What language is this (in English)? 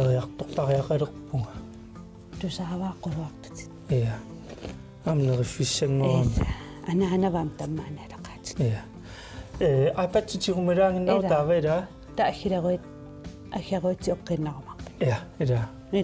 Kalaallisut